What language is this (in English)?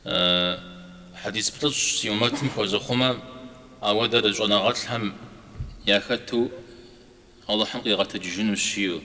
Kabardian